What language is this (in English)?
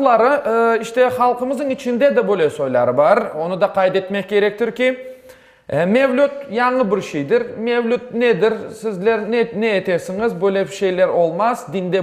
Crimean Tatar